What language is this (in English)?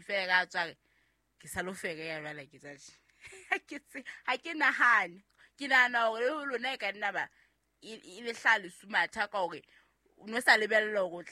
Southern Sotho